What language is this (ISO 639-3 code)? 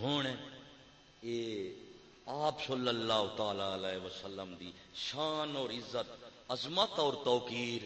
skr